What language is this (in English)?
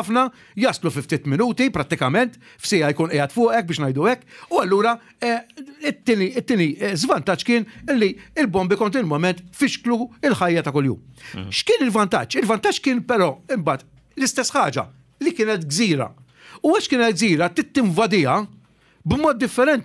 Maltese